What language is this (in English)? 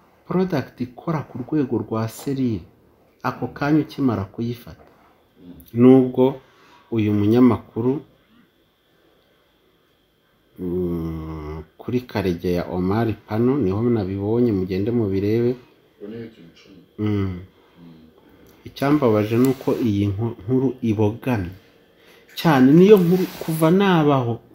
Kinyarwanda